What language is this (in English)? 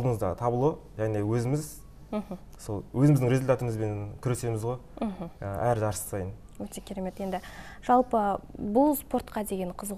Kazakh